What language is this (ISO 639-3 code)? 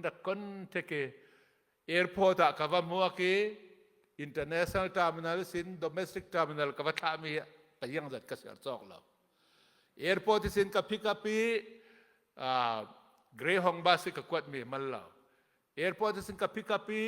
cnh